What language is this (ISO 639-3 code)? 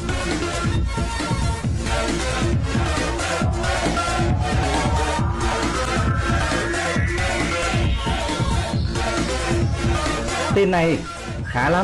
vie